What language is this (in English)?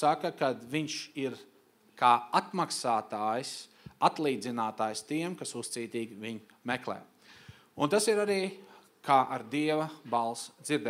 Latvian